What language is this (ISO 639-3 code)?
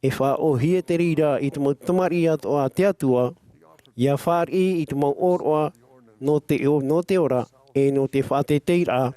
tah